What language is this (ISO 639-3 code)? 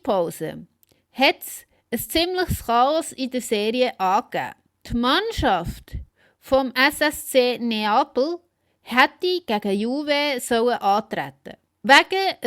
gsw